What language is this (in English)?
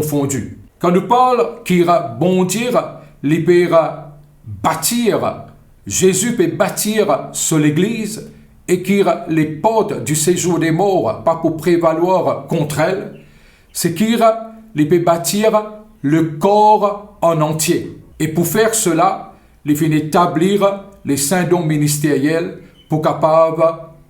Morisyen